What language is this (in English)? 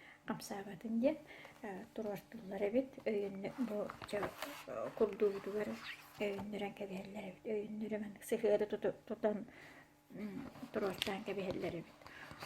Yakut